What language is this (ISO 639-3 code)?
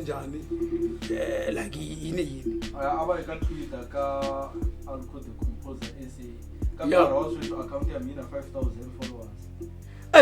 tso